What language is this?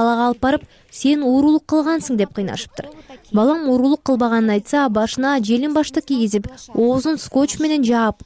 Kyrgyz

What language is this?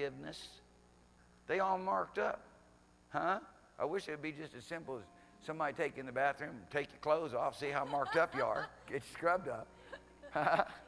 English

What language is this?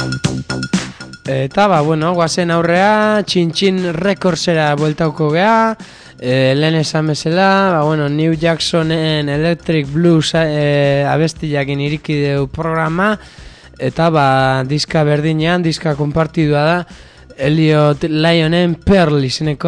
Basque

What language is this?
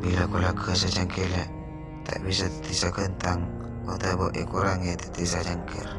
Madurese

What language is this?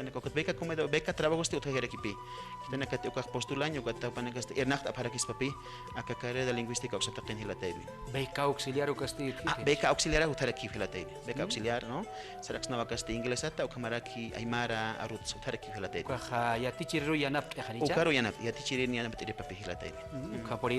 Aymara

